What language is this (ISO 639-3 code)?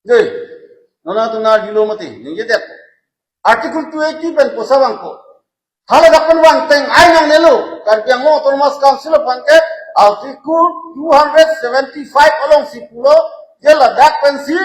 mjw